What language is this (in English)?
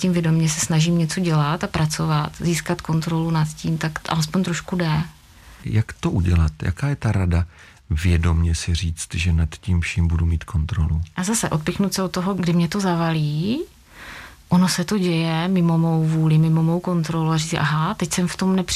Czech